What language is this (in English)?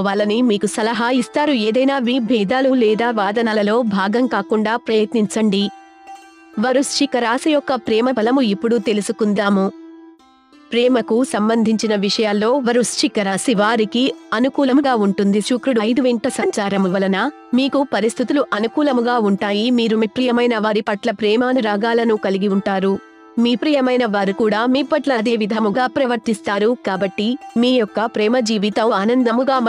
Telugu